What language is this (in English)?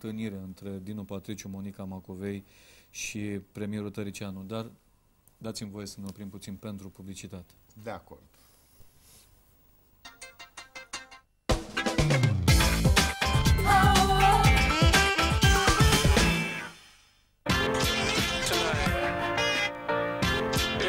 Romanian